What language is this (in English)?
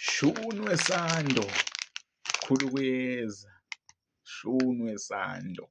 Zulu